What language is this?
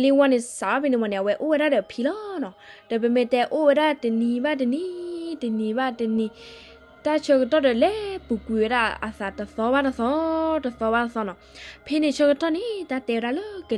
S'gaw Karen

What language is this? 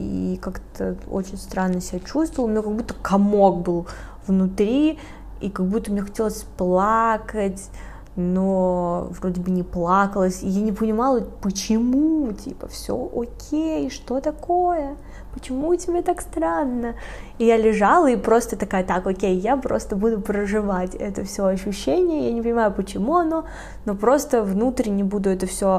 Russian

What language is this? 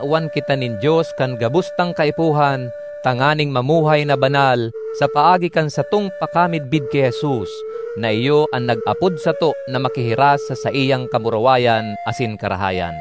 Bikol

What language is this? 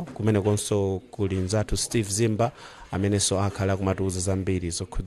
Nyanja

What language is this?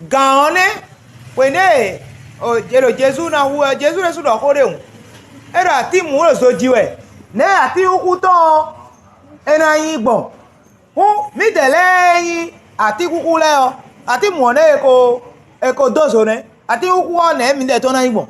Fon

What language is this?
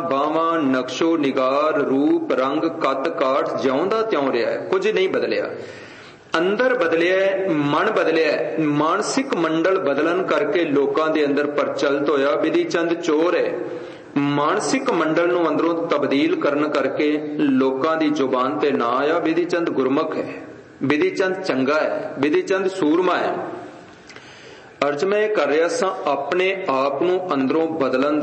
Punjabi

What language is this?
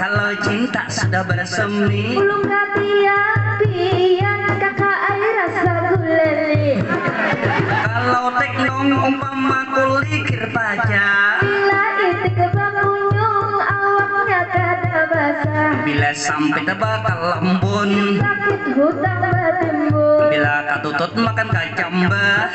Banjar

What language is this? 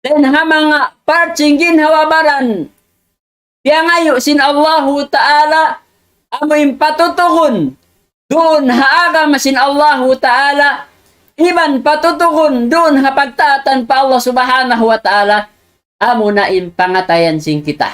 Tausug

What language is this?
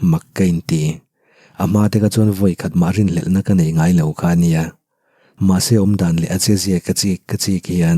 Mizo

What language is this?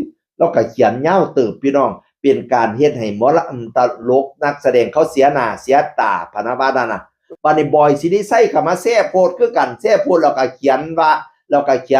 Northeastern Thai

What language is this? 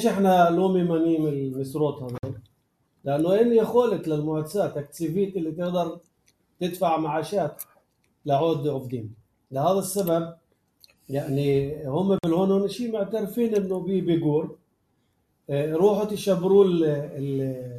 North Levantine Arabic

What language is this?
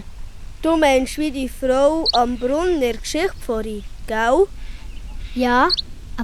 Swiss German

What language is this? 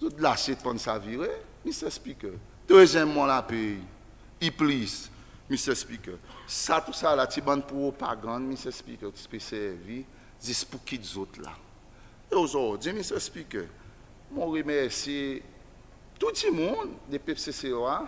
Seselwa Creole French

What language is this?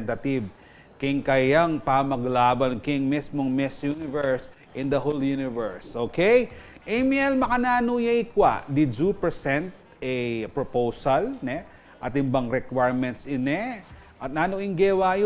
Pampanga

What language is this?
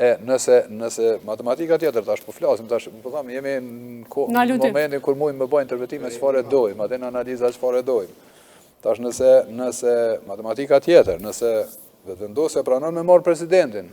Albanian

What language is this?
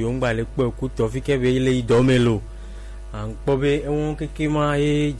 Gen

